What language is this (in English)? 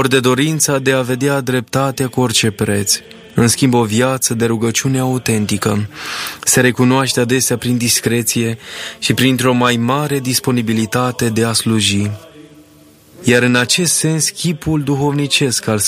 Romanian